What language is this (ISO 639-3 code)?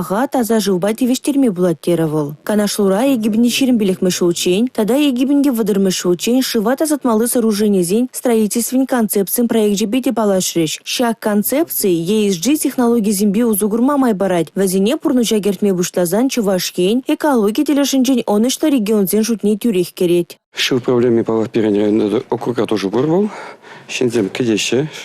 chv